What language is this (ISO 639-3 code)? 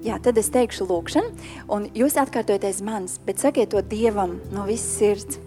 lav